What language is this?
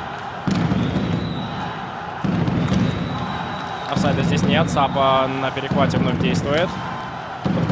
Russian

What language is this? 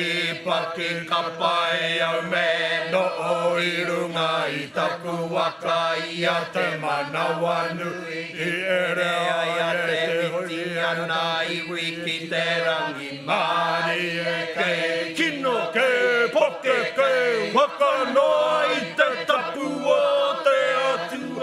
Māori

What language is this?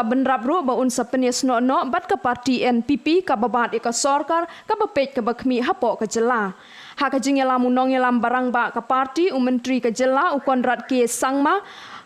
Khasi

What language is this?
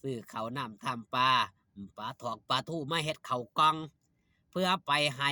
Northeastern Thai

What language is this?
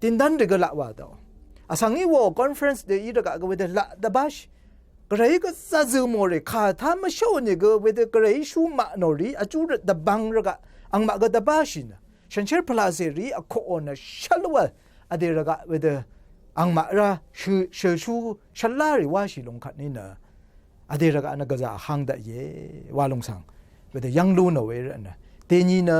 Rawang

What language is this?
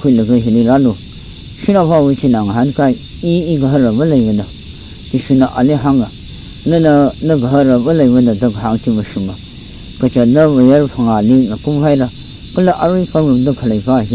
Tangkhul Naga (India)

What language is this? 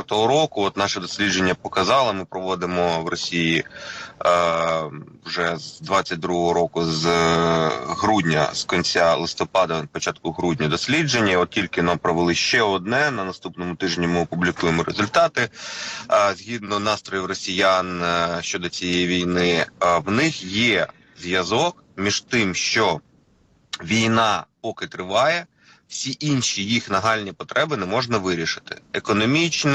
Ukrainian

